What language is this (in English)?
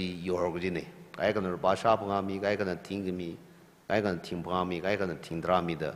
Tangkhul Naga (India)